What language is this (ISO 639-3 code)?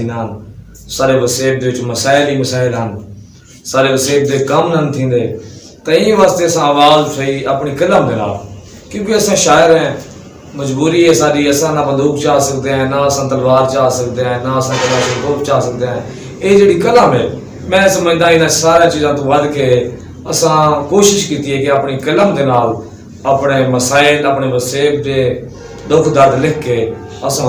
skr